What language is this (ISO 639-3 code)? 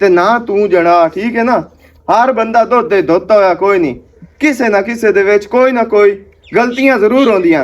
lah